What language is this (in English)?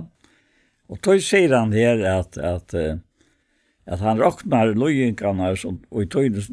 Faroese